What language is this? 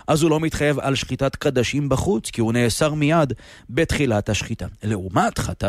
Hebrew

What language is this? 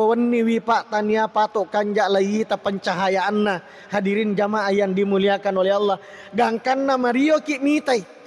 Buginese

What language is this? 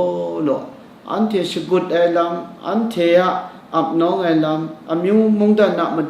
Kachin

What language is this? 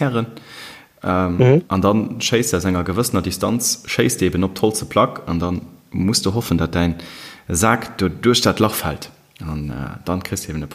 Luxembourgish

